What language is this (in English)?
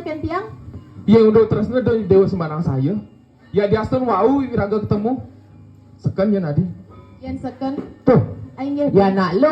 Balinese